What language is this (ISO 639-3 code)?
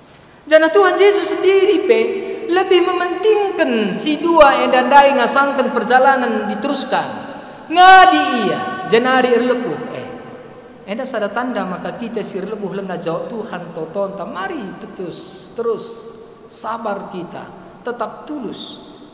btx